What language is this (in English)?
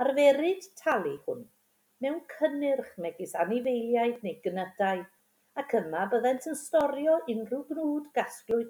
Welsh